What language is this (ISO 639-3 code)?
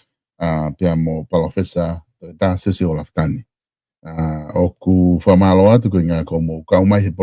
ton